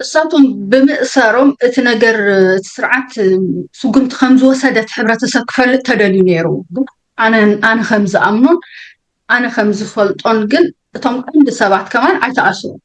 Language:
Tigrinya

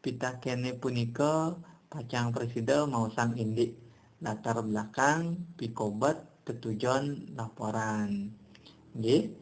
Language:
Balinese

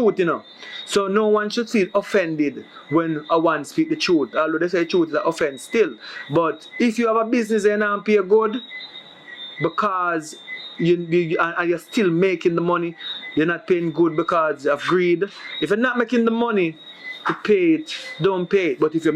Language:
Jamaican Creole English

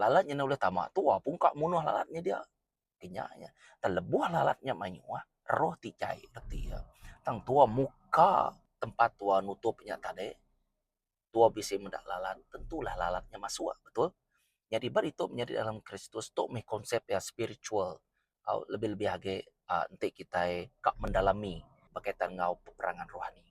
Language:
Iban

